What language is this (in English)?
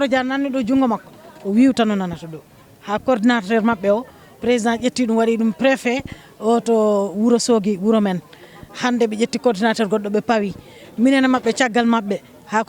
Fula